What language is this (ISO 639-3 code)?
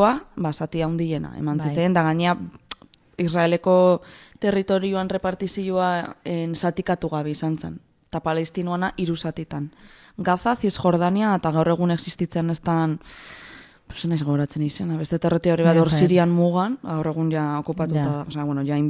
eus